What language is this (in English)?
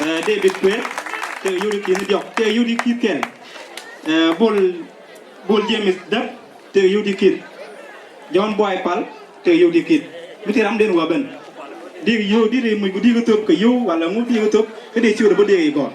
Nuer